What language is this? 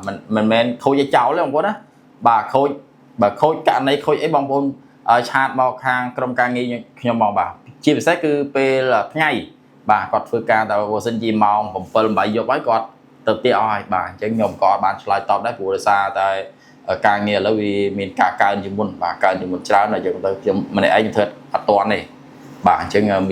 Khmer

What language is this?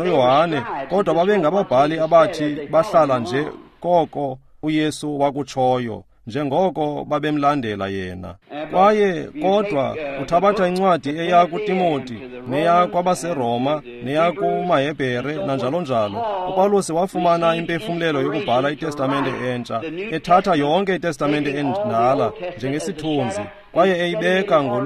Xhosa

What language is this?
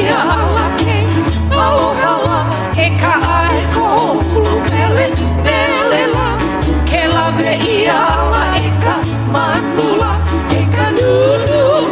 Hawaiian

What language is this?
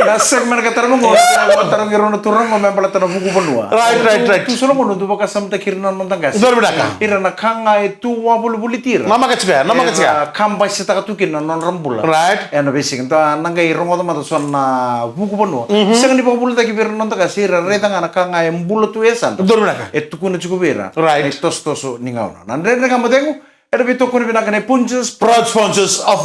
Fijian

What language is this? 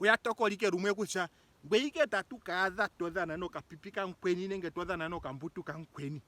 Ndonga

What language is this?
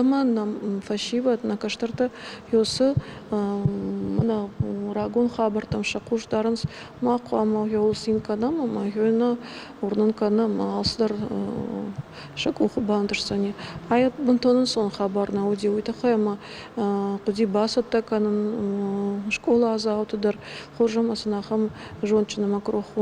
Ossetic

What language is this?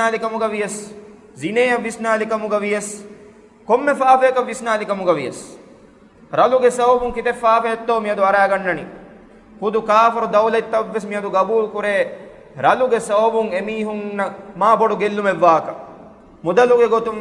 Divehi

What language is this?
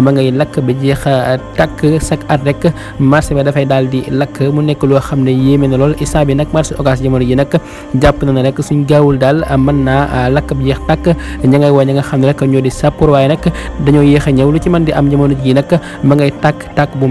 Wolof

